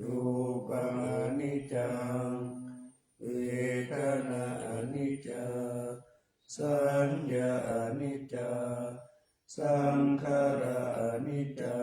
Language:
Pali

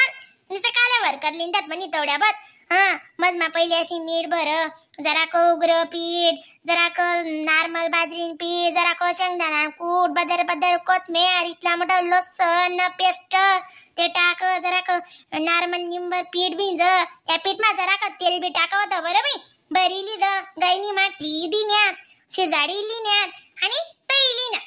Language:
Khandesi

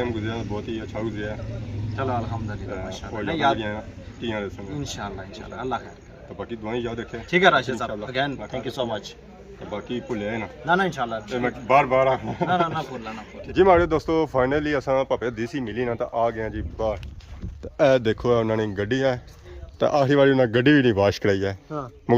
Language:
Pahari-Potwari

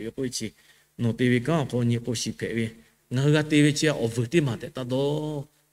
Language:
Lahu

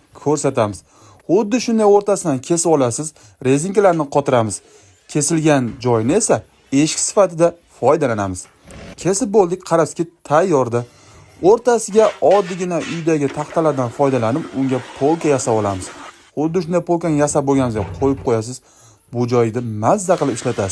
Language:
Uzbek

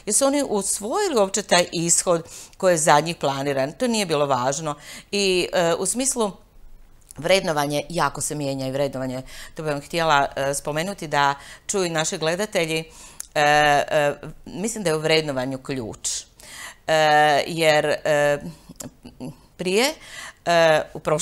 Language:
Croatian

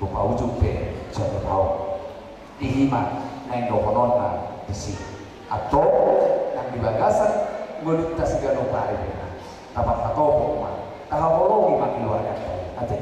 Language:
Batak Toba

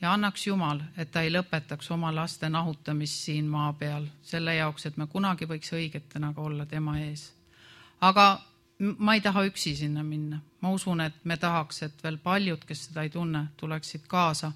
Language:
Estonian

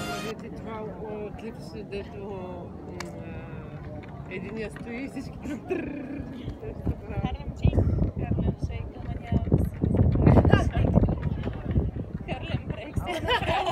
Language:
Bulgarian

